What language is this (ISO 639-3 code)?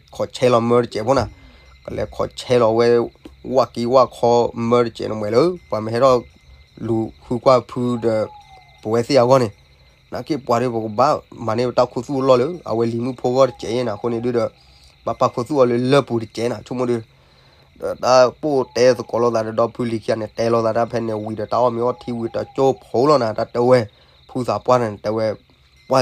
ksw